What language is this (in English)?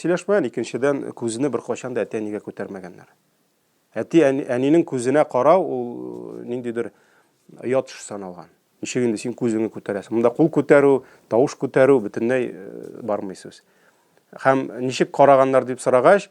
Tatar